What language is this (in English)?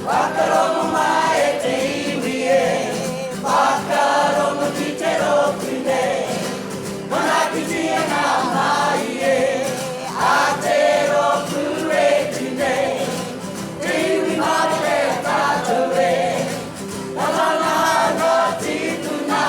Māori